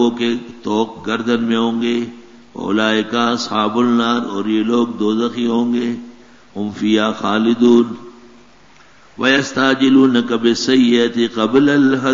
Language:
Urdu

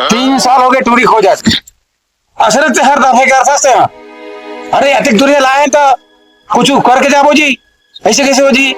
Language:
Chhattisgarhi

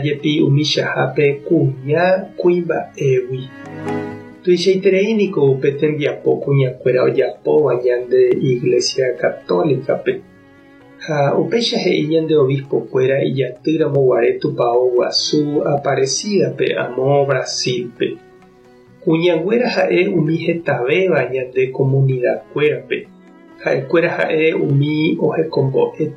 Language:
Guarani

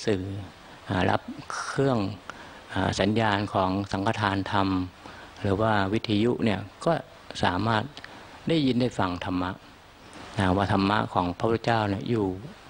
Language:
Thai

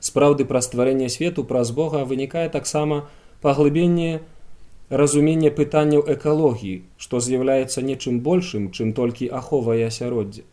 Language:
Belarusian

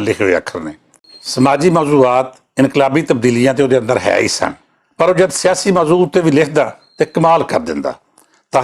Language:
Western Panjabi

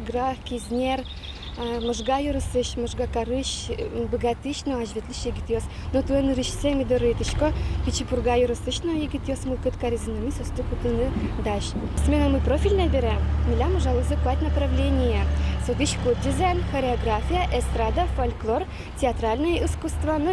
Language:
Udmurt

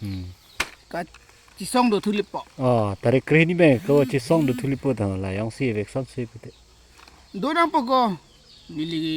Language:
Karbi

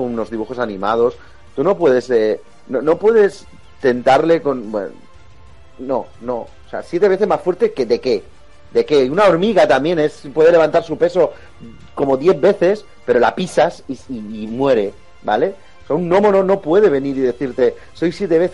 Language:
Spanish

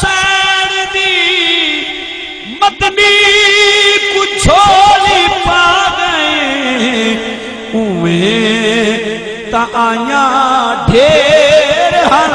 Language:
Saraiki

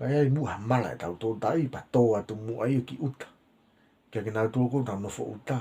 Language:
Tongan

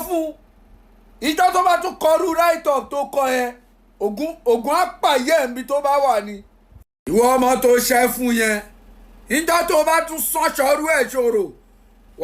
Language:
Yoruba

